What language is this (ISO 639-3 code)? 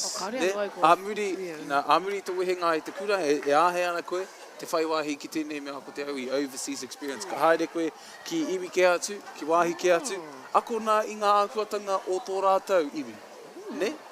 mri